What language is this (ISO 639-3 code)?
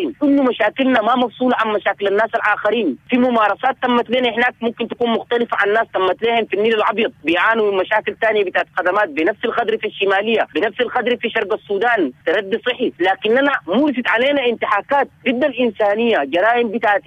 apd